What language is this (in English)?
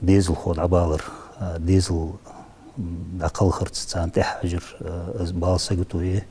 Ingush